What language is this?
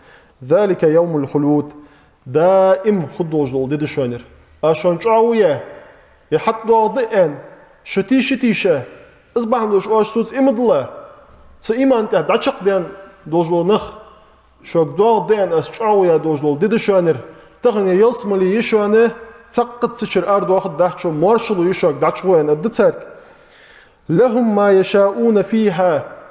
Ingush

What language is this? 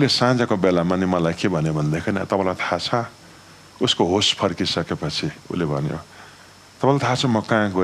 Nepali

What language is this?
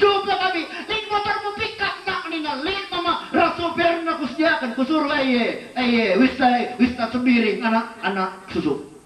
Batak Karo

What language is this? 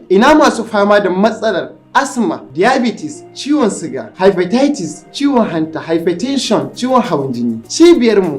Hausa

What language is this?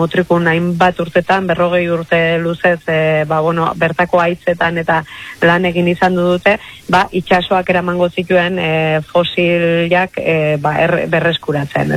Basque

